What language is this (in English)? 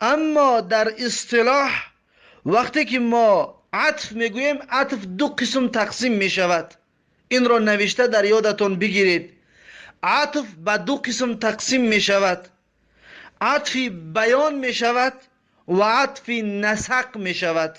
Tajik